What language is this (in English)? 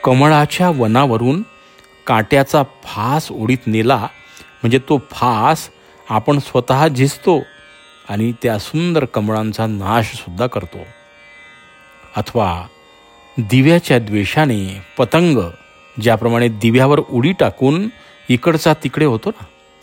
Marathi